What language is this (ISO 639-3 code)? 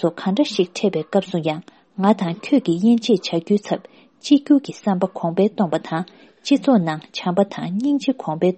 bod